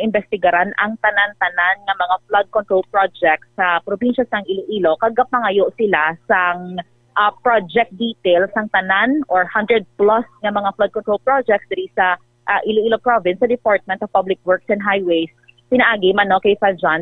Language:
Hiligaynon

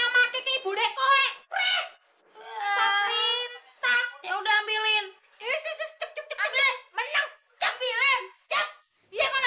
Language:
Betawi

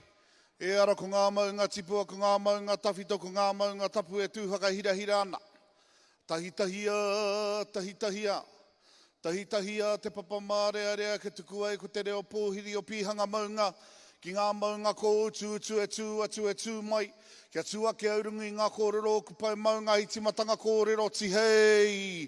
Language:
Māori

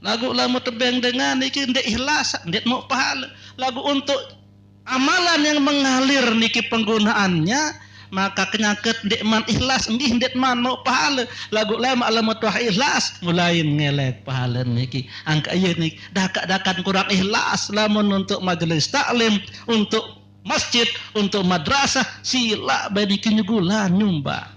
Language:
Sasak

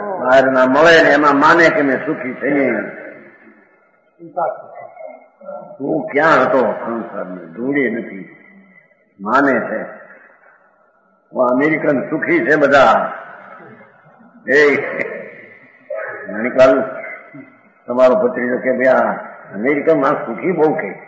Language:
Gujarati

